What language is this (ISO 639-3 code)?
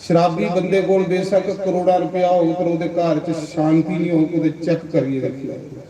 doi